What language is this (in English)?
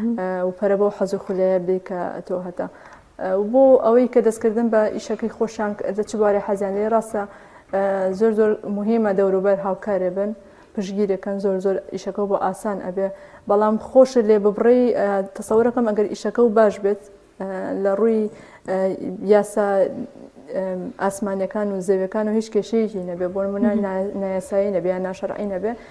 Central Kurdish